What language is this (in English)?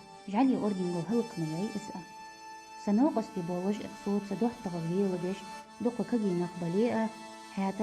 Ingush